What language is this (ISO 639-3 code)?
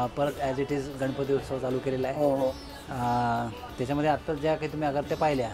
mar